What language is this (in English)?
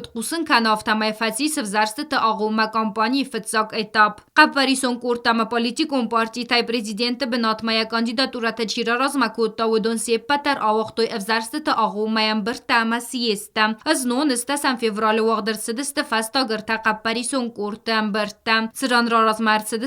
Ossetic